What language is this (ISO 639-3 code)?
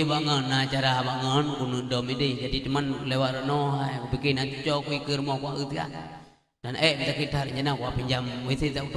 ace